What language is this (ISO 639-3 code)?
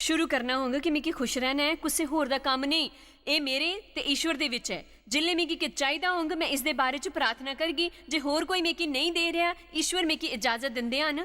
doi